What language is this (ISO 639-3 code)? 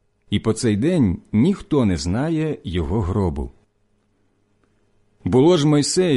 ukr